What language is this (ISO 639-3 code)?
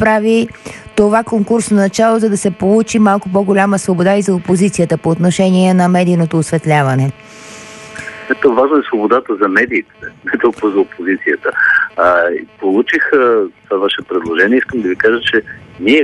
bul